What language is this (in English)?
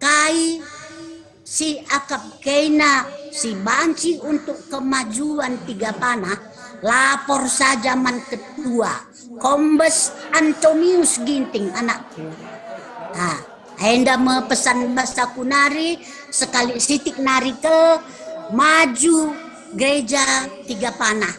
Batak Karo